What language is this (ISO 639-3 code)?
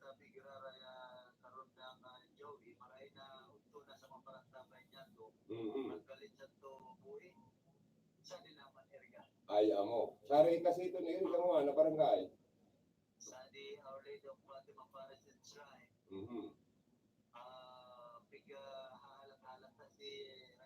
bik